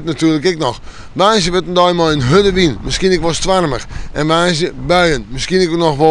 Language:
Western Frisian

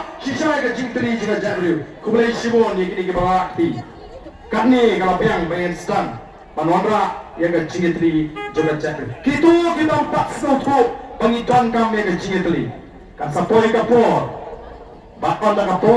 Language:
Khasi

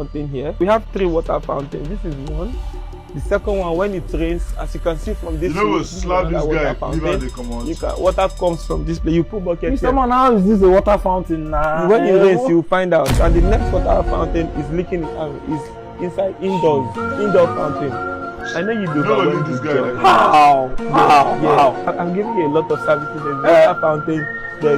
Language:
Nigerian Pidgin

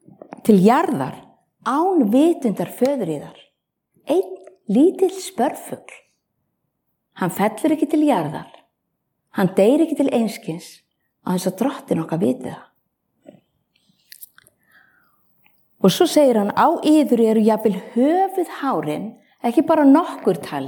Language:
Icelandic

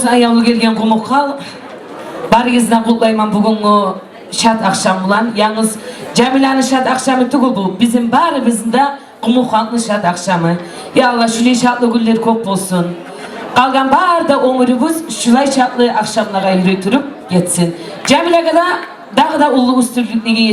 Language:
Kumyk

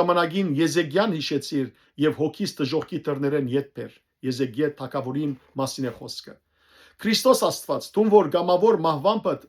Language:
Western Armenian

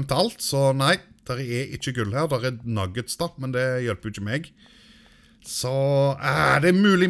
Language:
Norwegian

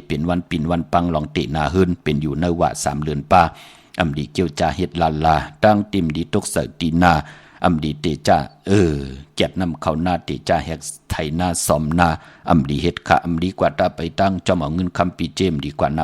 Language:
Shan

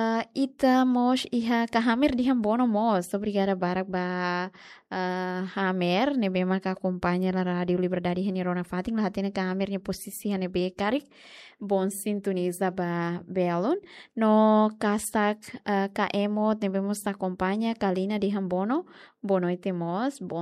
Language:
Tetum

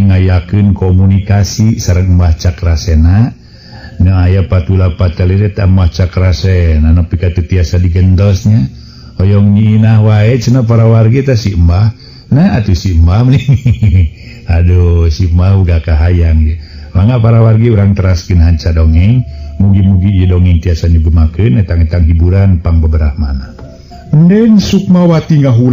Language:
Sundanese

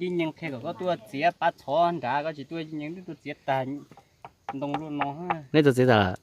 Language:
Hmong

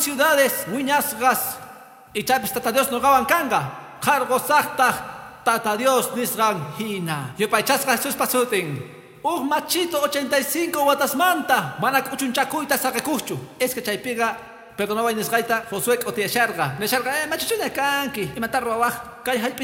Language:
Quechua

